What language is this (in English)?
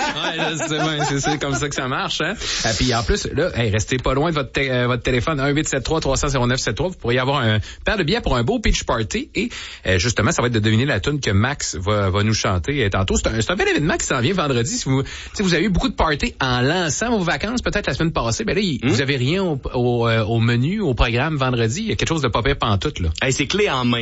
French